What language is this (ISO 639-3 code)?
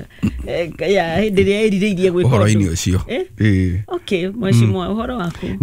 kik